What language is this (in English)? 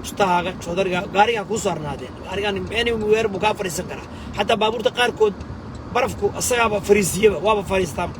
Somali